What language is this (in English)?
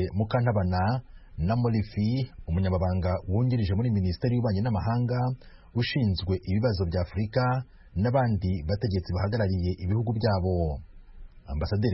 Kinyarwanda